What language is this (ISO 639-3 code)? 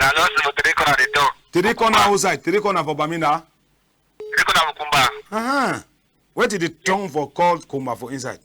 wes